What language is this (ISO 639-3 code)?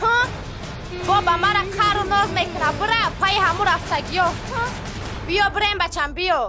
tgk